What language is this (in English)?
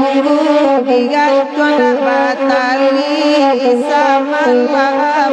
Minangkabau